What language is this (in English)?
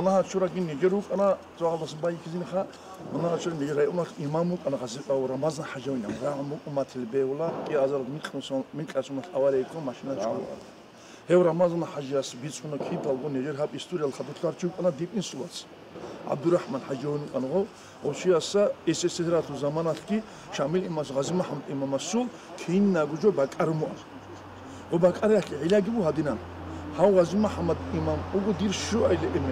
Avaric